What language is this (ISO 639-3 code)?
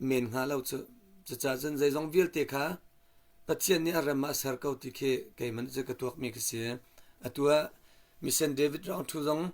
cnh